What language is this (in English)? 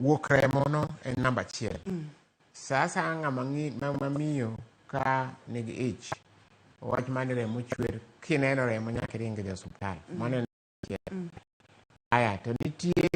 Luo (Kenya and Tanzania)